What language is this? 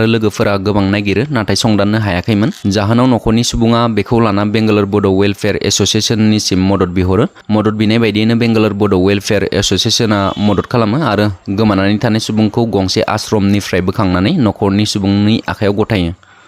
Bodo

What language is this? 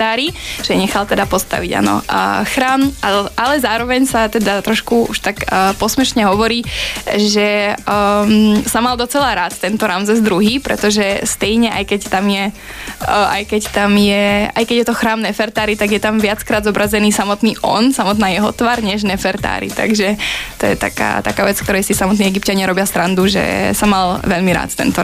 Slovak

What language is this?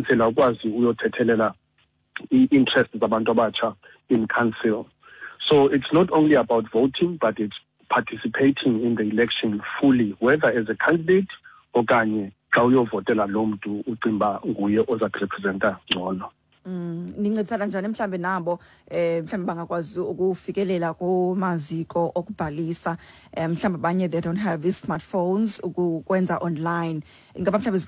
Xhosa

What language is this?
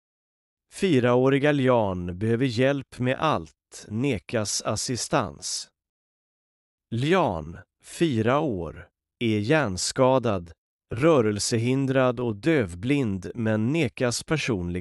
Swedish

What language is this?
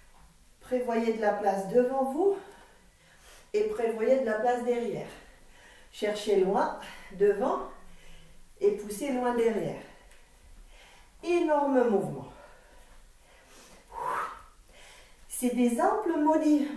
French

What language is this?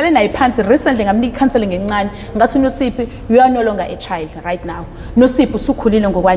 Zulu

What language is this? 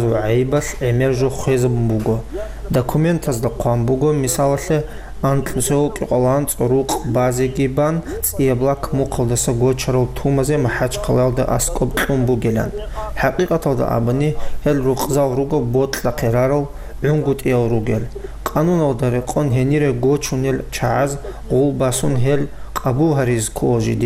Avaric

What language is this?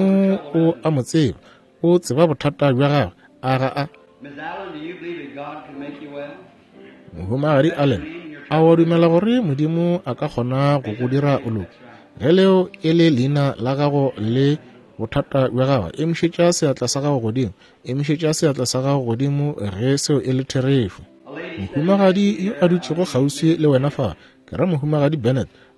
Northern Sotho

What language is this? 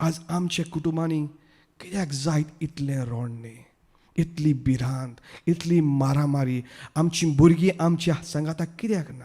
Konkani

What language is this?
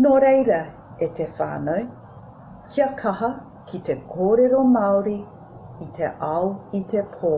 Māori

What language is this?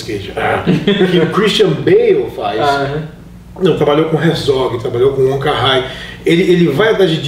Portuguese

